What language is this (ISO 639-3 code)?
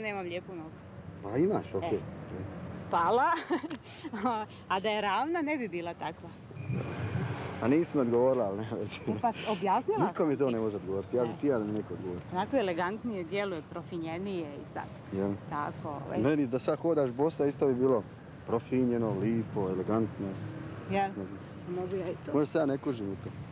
hrv